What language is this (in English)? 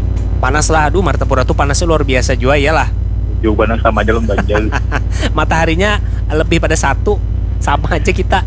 Banjar